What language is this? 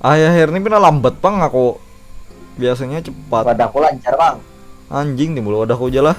Banjar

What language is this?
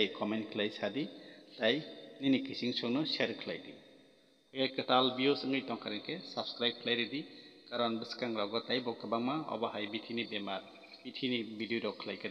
Kok Borok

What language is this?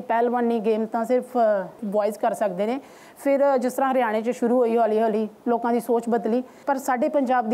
Punjabi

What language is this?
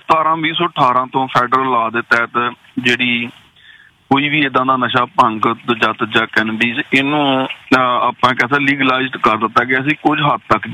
Punjabi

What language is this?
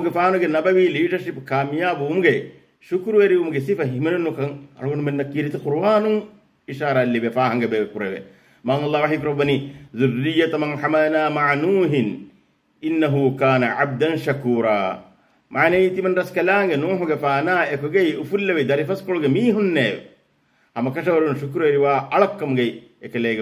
Divehi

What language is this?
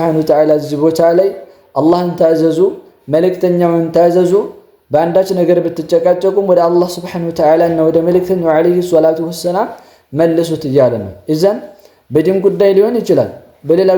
Amharic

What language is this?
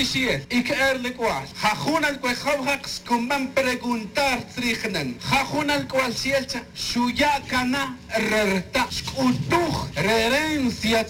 Tz'utujil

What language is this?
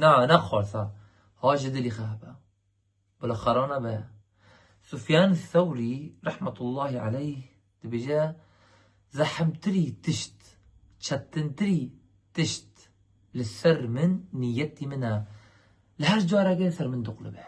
Kurdish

